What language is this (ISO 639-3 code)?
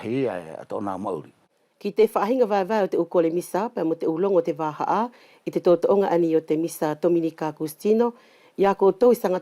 wls